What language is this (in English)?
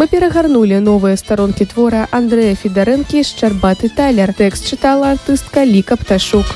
Belarusian